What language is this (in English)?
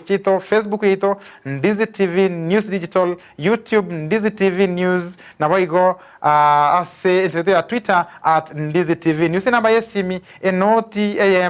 Gusii